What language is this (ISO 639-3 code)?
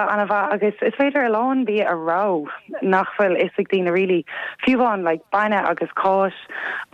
gle